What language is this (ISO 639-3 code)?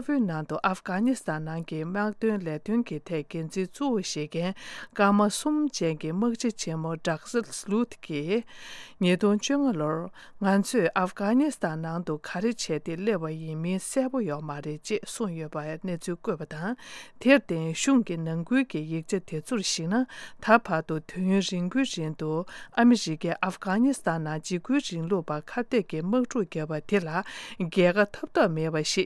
bod